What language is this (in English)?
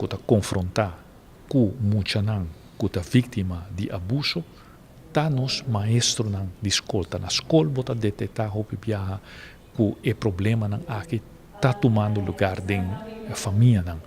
Papiamento